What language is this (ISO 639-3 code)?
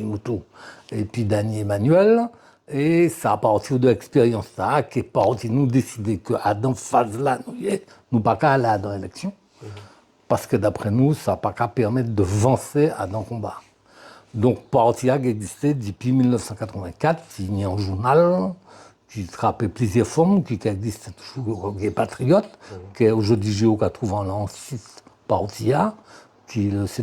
gcf